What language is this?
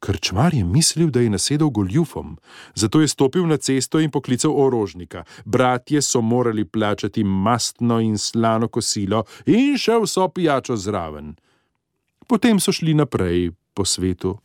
Slovenian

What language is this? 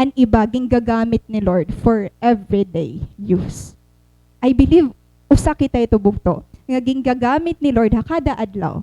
Waray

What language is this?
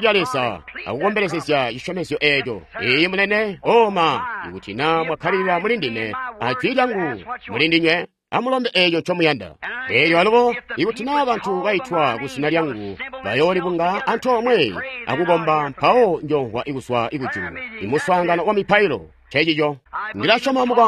Tonga (Zambia)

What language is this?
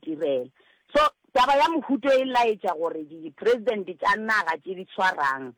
Northern Sotho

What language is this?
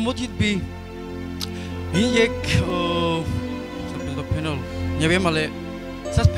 Carpathian Romani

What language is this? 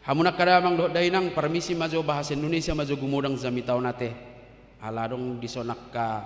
Batak Toba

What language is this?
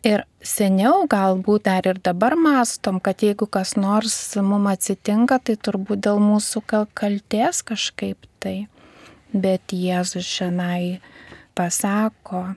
Lithuanian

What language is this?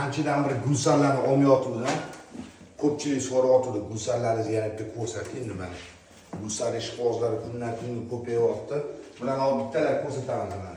Uzbek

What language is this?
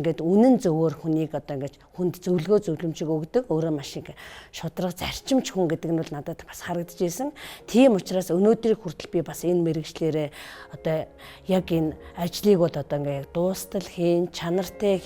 Mongolian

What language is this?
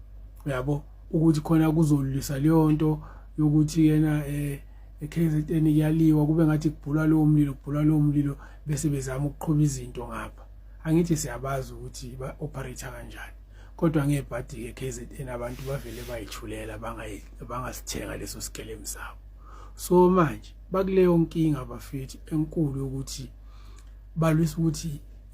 Zulu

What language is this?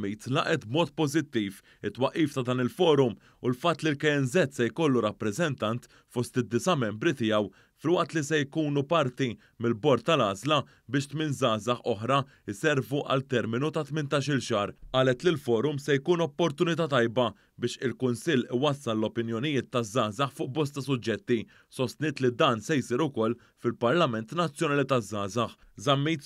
Maltese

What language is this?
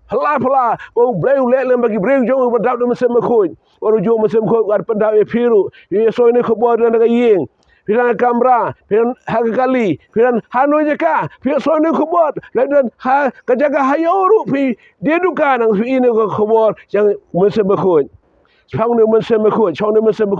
Khasi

